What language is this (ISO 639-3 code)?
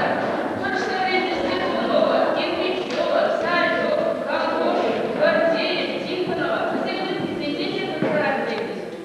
chv